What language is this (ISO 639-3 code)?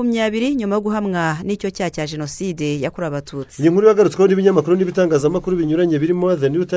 kin